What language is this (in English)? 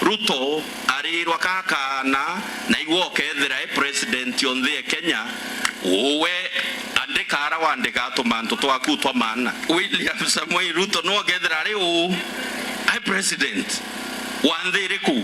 Meru